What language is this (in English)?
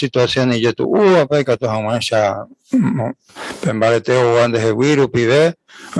Guarani